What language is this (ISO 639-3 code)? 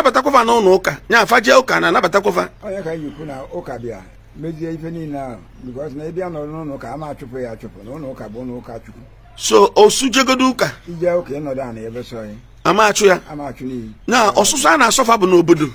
ibo